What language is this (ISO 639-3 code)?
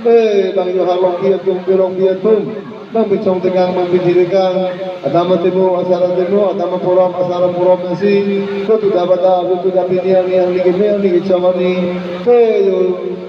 mjw